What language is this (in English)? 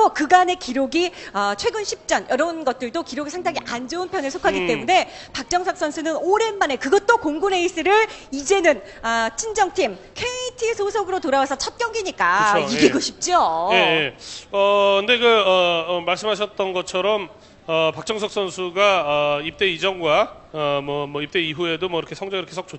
Korean